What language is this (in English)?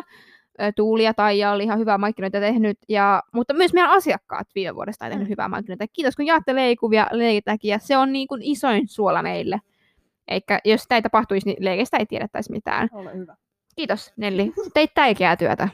Finnish